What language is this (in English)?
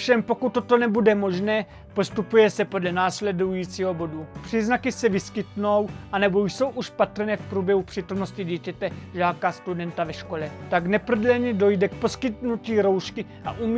Czech